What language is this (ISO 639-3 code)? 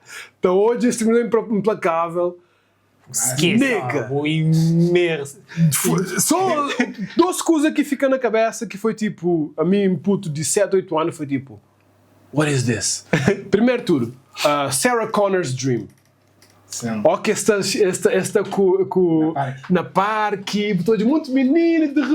kea